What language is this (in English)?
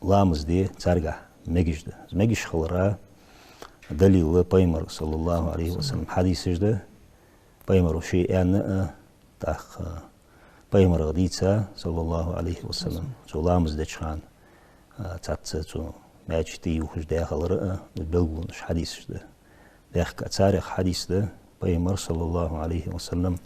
Ingush